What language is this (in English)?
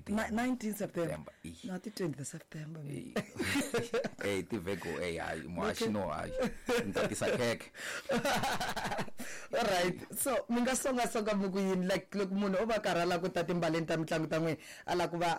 Tsonga